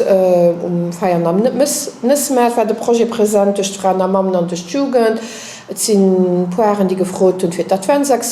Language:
Luxembourgish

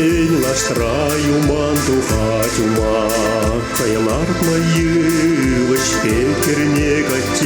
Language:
Chuvash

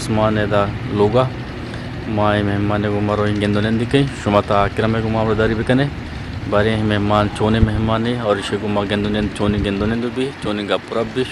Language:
Eastern Balochi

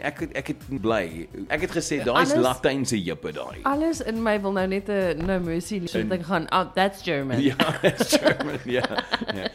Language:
Afrikaans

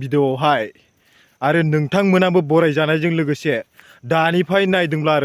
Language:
Bodo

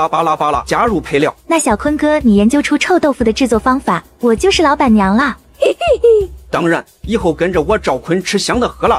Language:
Chinese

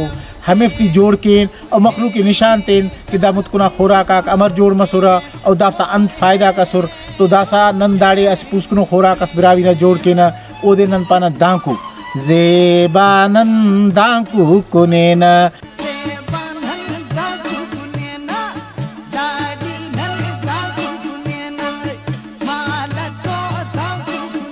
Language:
Brahui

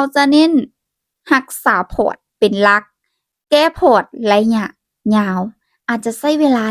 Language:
Lao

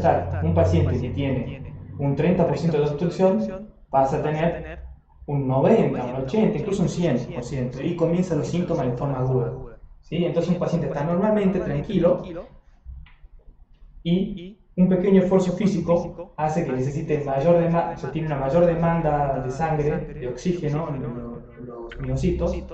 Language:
Spanish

